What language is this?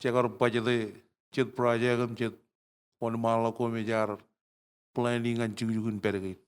Marshallese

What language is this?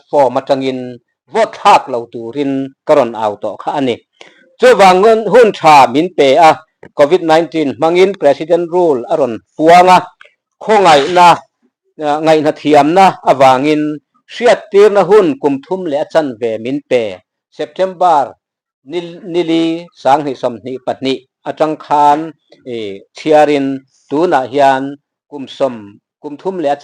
Mizo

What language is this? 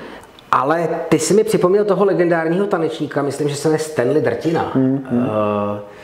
Czech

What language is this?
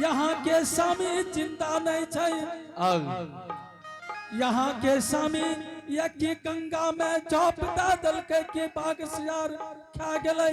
Angika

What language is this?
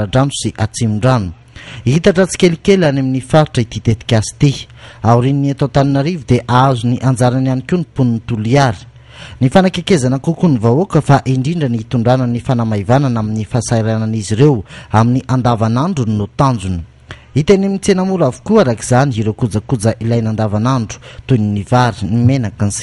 Malagasy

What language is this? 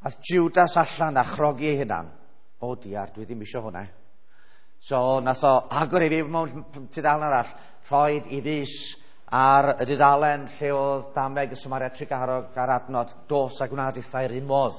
Welsh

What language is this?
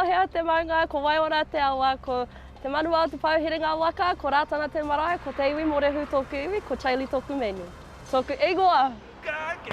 Māori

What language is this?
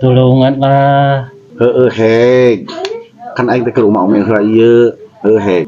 Sundanese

